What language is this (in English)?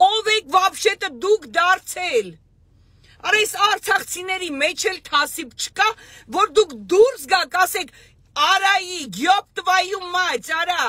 Armenian